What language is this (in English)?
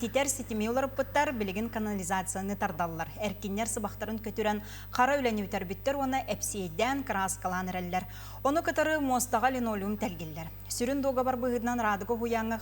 Yakut